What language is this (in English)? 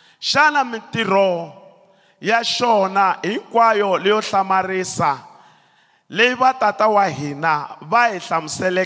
Tsonga